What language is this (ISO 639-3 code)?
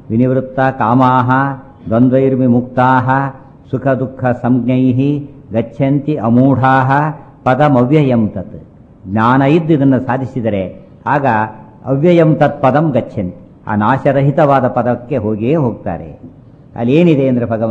kan